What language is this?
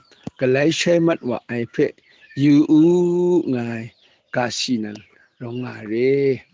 Kachin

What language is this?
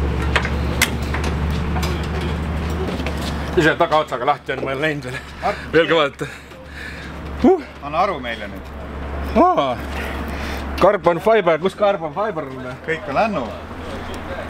Estonian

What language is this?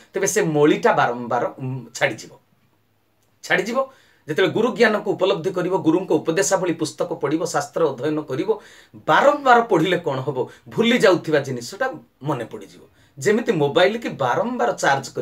Odia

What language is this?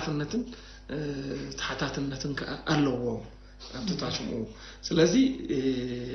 Tigrinya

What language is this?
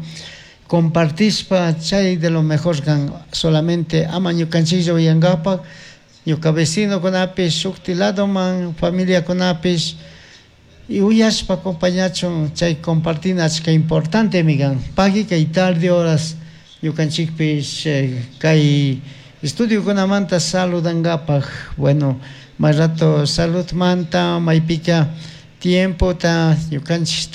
Chimborazo Highland Quichua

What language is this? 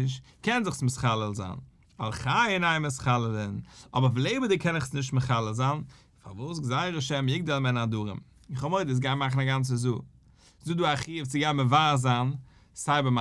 Yiddish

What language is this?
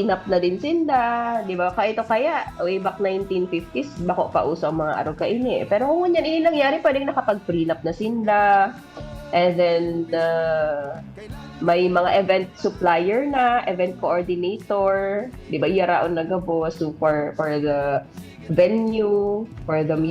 Bikol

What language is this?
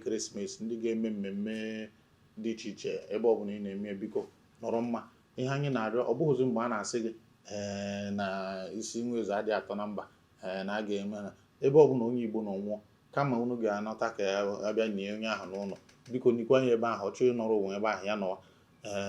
Igbo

